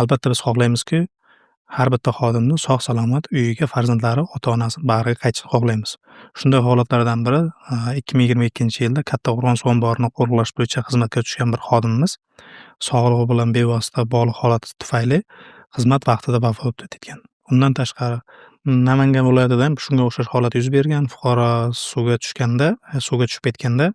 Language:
Uzbek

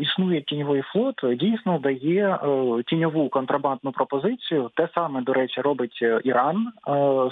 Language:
Ukrainian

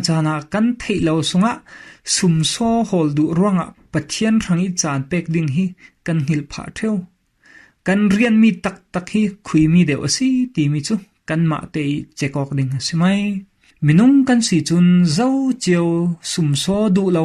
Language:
Falam Chin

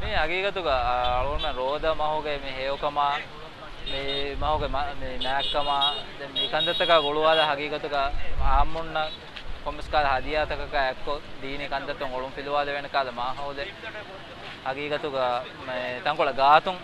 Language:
Divehi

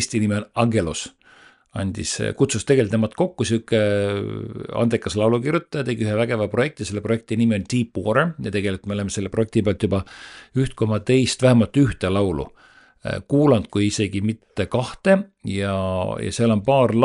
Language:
Estonian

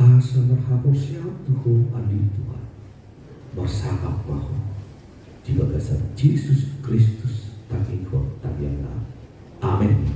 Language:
Batak Toba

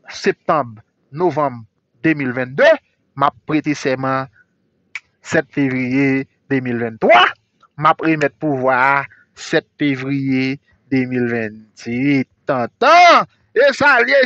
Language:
Haitian Creole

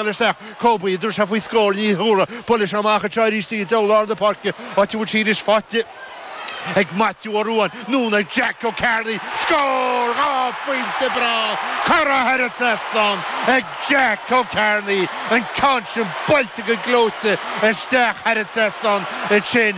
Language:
Irish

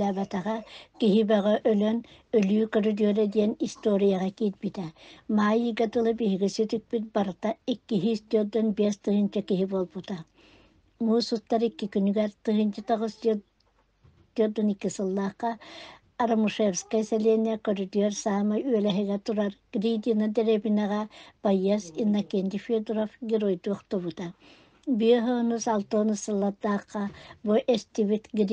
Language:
Yakut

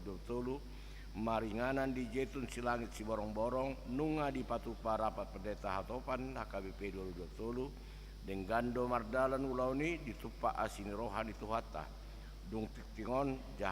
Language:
Batak Toba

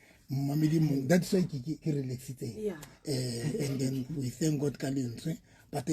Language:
Southern Sotho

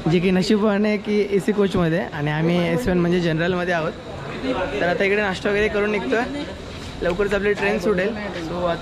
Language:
Marathi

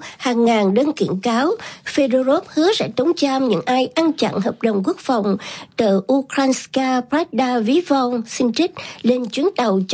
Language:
Vietnamese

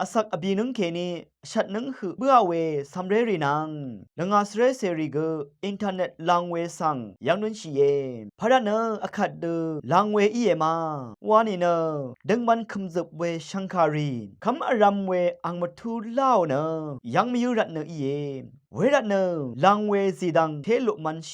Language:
Rawang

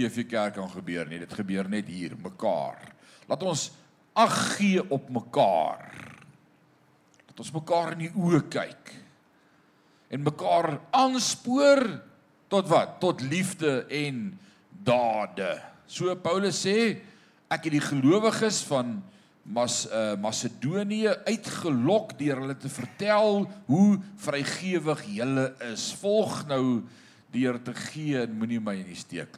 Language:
Afrikaans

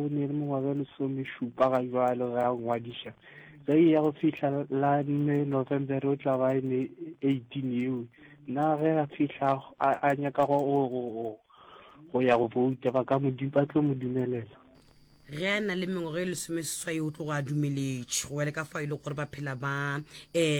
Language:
Northern Sotho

